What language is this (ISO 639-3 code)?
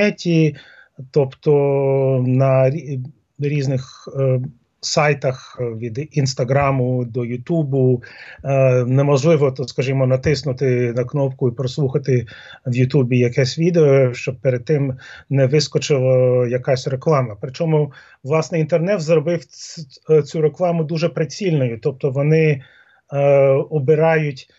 ukr